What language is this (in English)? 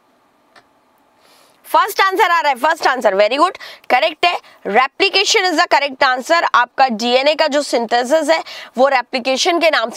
Hindi